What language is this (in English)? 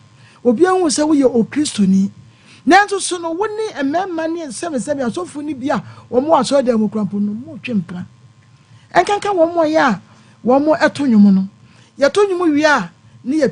Akan